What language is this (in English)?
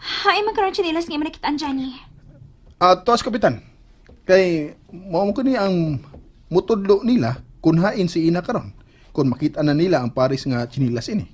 Cebuano